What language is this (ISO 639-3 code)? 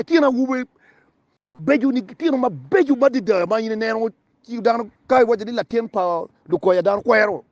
ach